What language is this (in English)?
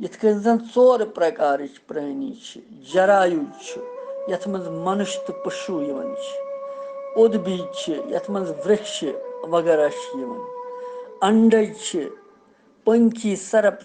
Kashmiri